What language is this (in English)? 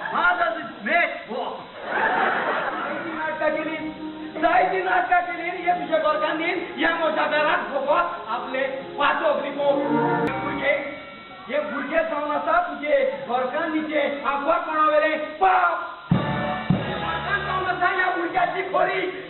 Konkani